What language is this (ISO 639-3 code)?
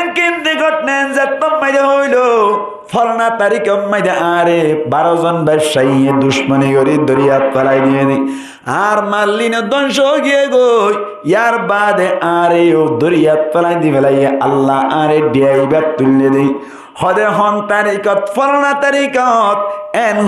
rhg